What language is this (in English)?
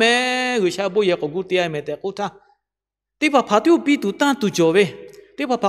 Lahu